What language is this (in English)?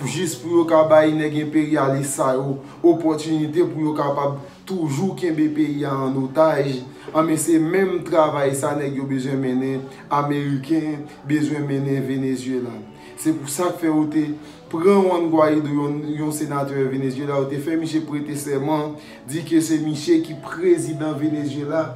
Haitian Creole